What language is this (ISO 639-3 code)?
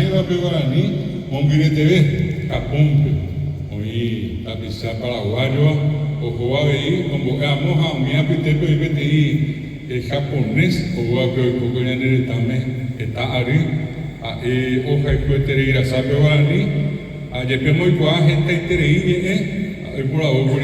grn